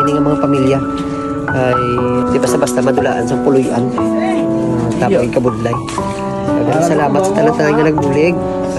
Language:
Hiligaynon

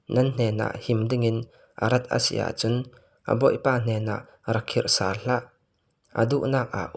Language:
Falam Chin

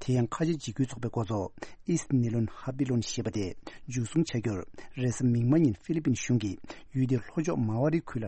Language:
Tibetan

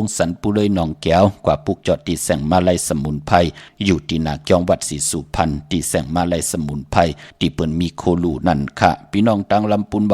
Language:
Shan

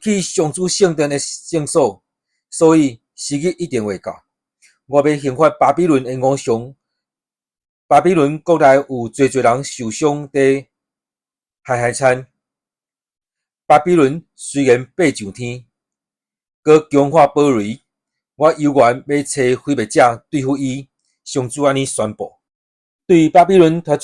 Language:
Min Nan Chinese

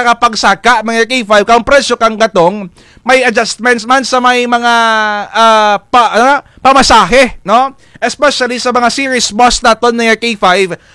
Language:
Kinaray-a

